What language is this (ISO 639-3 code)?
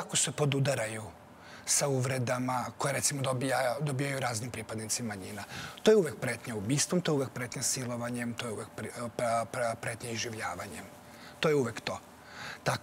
srp